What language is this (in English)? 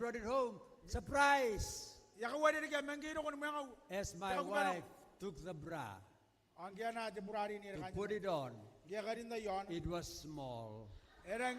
Gilbertese